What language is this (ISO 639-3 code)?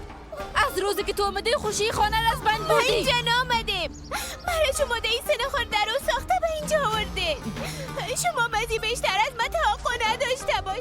fas